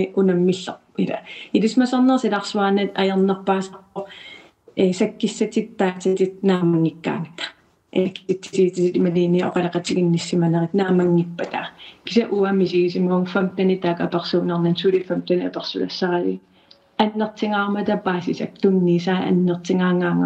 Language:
Kalaallisut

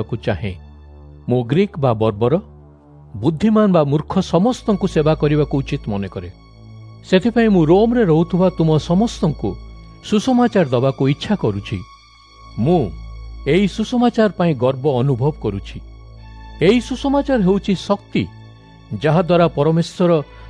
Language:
Odia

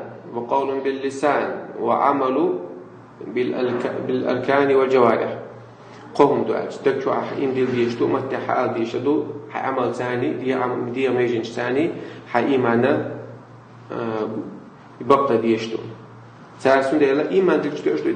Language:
Chechen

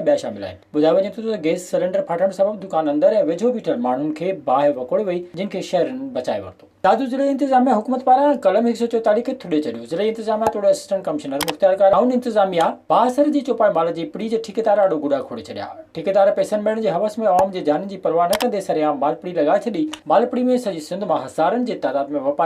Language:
Sindhi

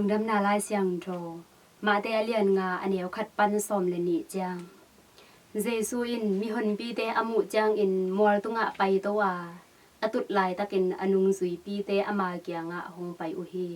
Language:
Tedim Chin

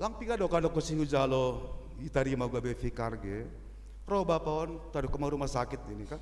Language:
Batak Simalungun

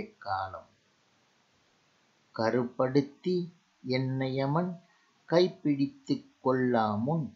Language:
Tamil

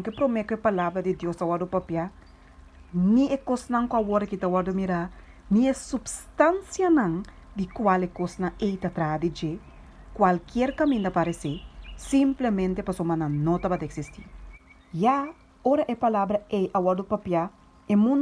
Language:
Papiamento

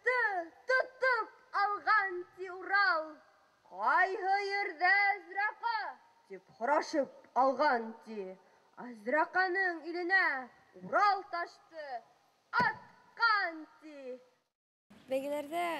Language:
Bashkir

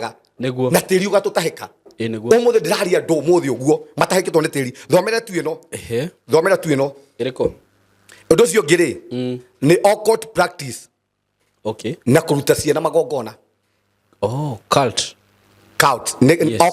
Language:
Kikuyu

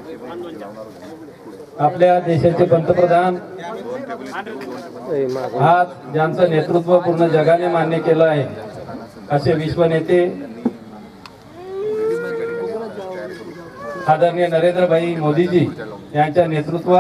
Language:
Marathi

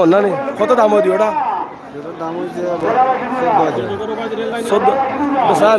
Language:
Sylheti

